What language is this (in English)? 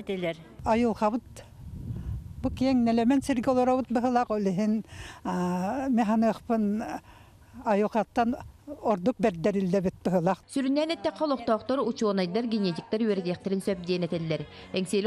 Yakut